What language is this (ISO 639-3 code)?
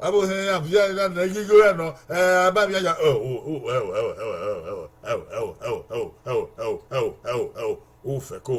bin